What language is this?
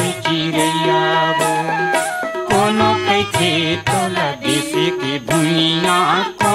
Chhattisgarhi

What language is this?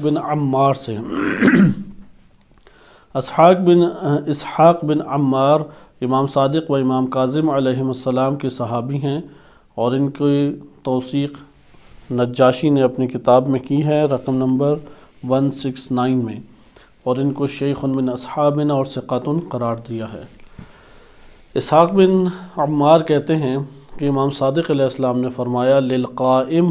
Urdu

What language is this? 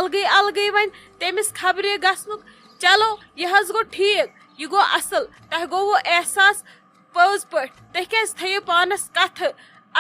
Kashmiri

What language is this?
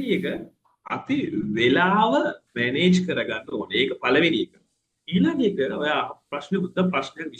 Sinhala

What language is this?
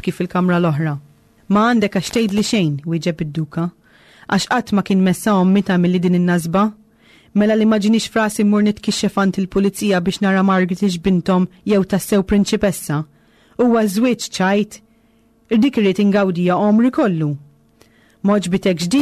Maltese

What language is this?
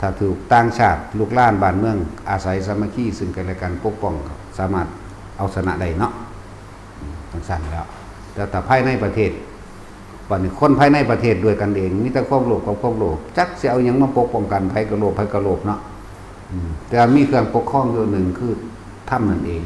Northeastern Thai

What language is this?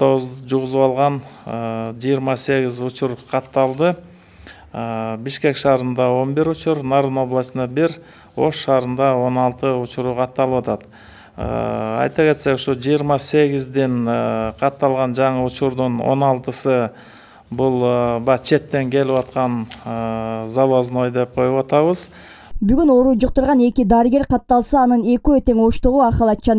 Kyrgyz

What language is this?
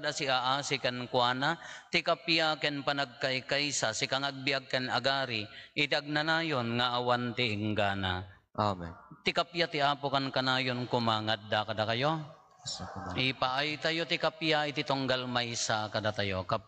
Iloko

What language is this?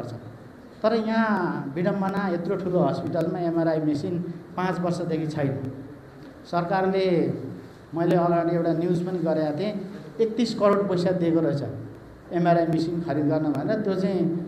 Nepali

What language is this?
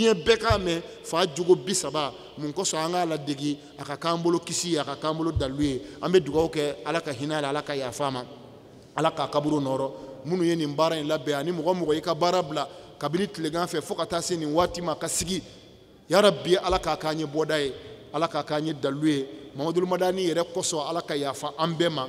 Bambara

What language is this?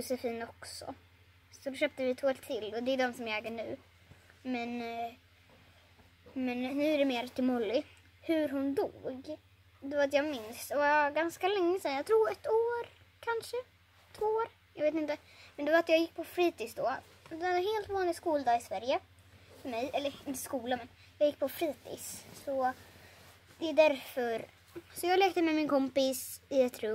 Swedish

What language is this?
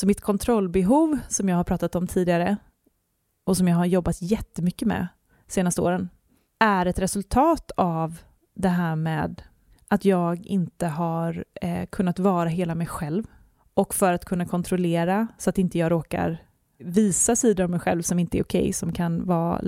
Swedish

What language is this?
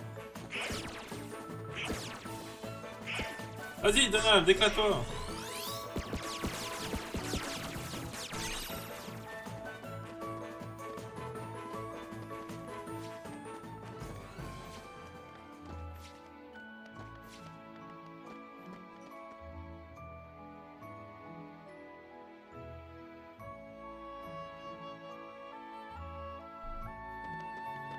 French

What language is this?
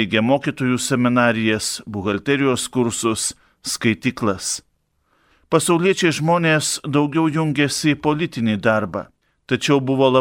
Lithuanian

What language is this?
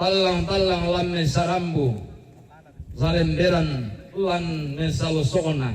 Toraja-Sa'dan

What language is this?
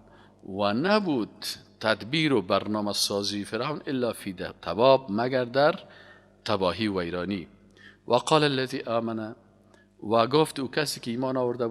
Persian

